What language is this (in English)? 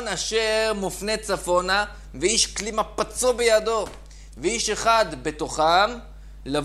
Hebrew